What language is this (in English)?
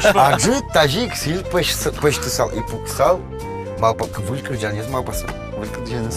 Udmurt